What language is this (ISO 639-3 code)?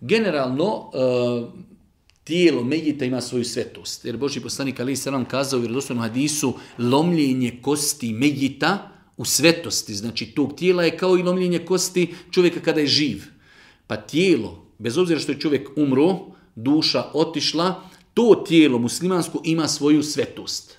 bos